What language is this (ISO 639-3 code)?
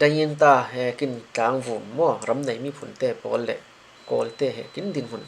cfm